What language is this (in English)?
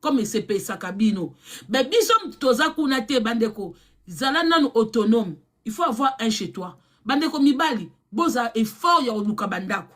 Lingala